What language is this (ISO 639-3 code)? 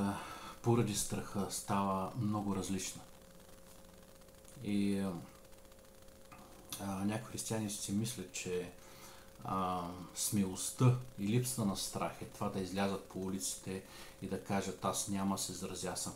bul